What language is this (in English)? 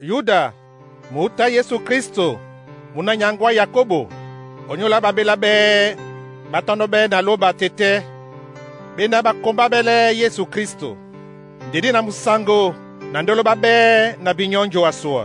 Duala